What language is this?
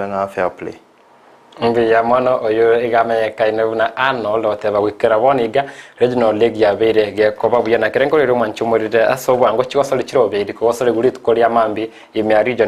Gusii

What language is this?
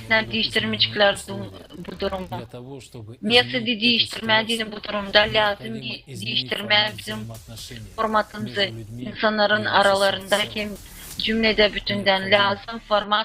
Gagauz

